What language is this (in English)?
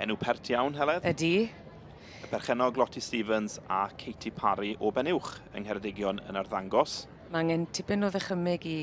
Welsh